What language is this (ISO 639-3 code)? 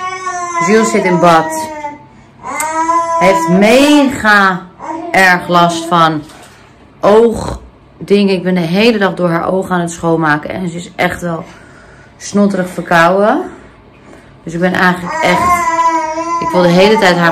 nld